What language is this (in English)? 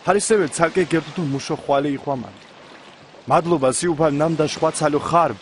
Mingrelian